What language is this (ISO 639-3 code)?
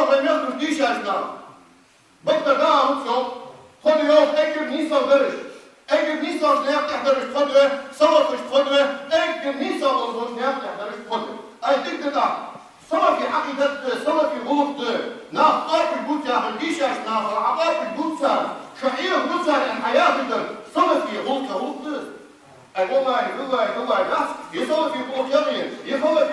inh